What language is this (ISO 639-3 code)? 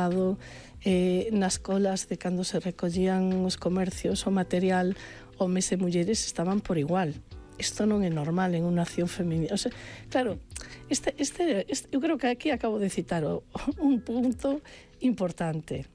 glg